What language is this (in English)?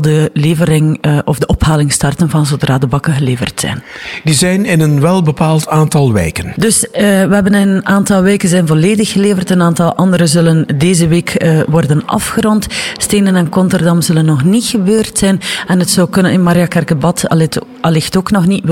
Dutch